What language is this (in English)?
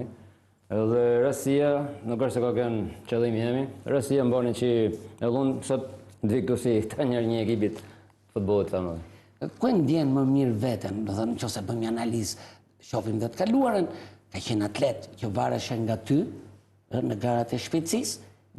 Albanian